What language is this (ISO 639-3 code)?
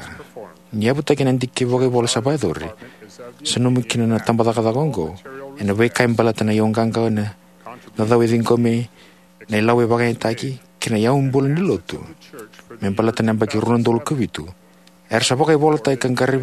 fij